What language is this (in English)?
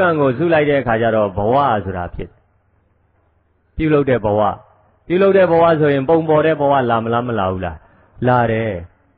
Burmese